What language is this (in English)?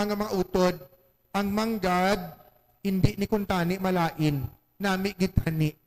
Hiligaynon